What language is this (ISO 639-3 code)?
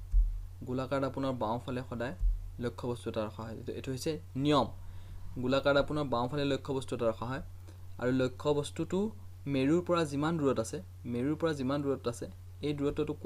asm